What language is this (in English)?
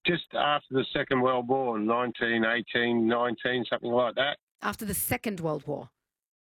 English